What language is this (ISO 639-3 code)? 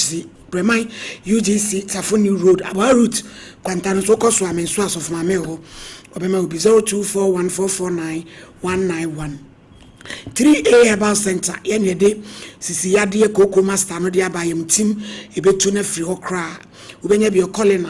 aka